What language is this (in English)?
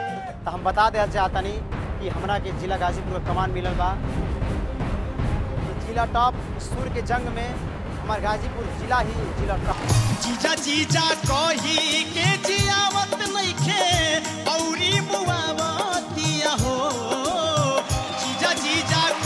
Bhojpuri